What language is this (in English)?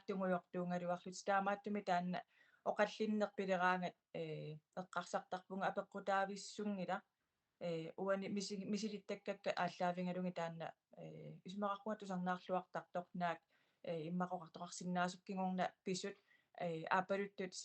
Kalaallisut